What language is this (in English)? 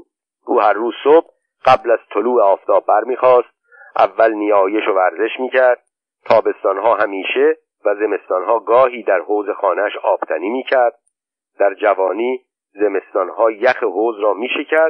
Persian